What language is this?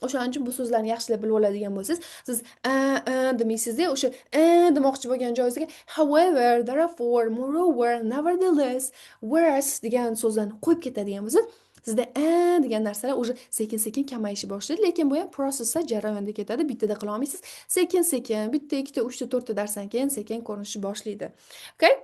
Uzbek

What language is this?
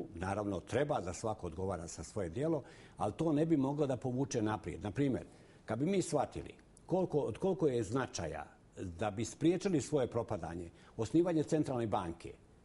Bosnian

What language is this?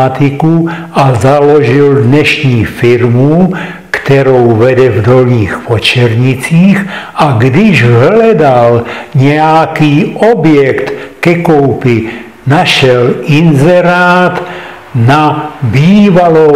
Czech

